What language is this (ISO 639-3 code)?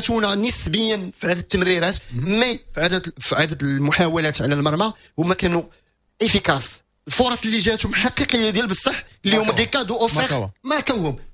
ary